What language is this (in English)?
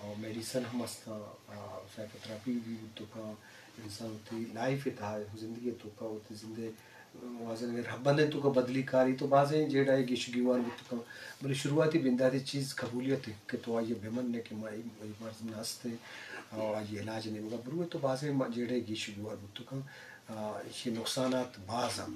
Eastern Balochi